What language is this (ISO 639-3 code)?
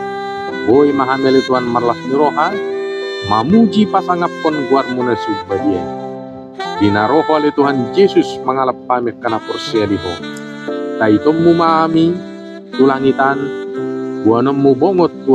bbc